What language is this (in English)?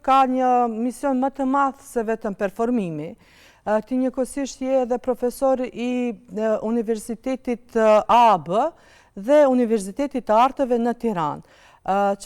Albanian